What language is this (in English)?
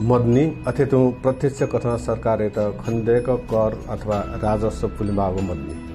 Newari